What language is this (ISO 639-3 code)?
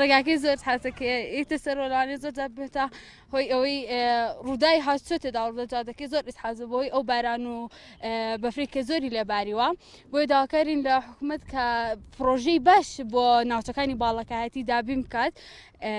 ckb